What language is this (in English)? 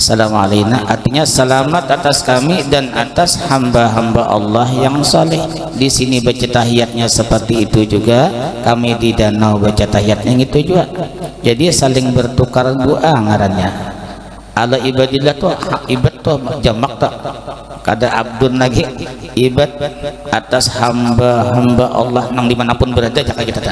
Banjar